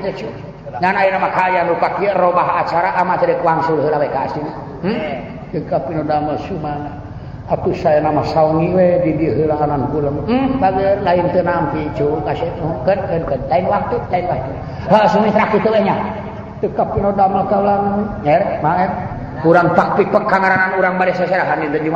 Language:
Sundanese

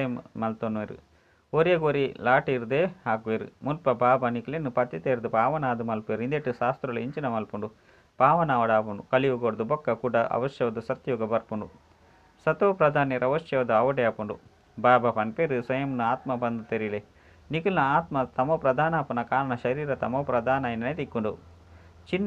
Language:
Tulu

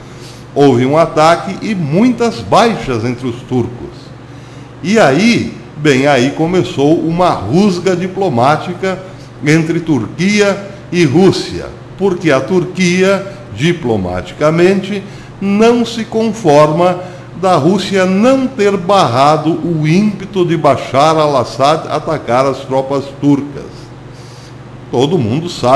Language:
Portuguese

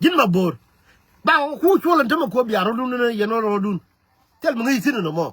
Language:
Nuer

